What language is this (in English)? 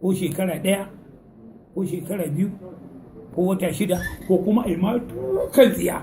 Hausa